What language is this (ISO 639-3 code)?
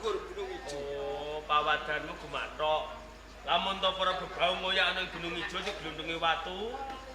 jav